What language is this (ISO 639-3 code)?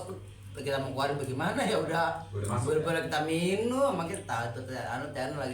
bew